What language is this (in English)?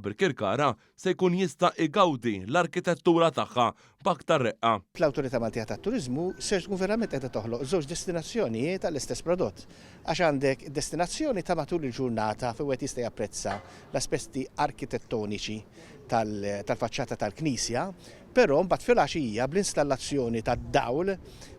Maltese